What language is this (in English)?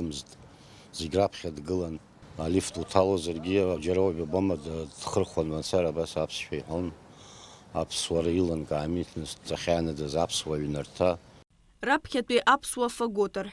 Abkhazian